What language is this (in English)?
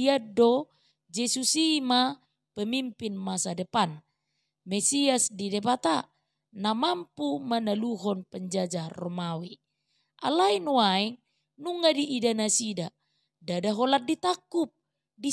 Batak Toba